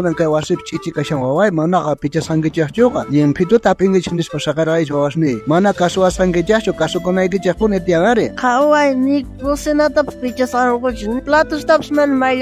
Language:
South Bolivian Quechua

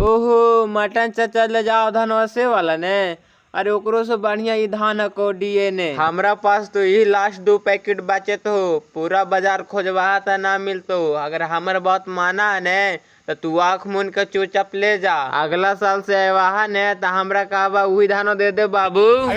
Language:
Magahi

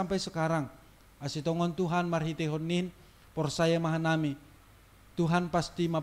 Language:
Batak Simalungun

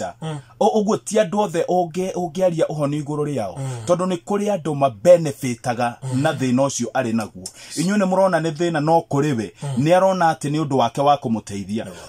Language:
Kikuyu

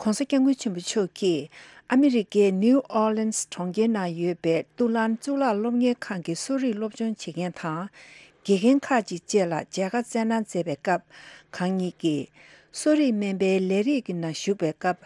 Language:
Tibetan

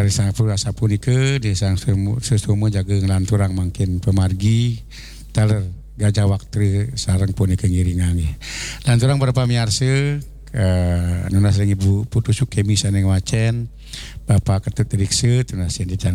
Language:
Balinese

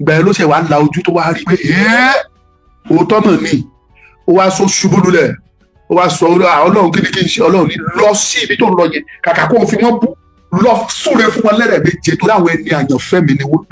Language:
Yoruba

